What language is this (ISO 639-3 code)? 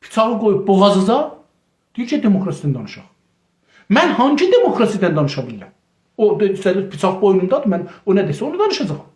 azb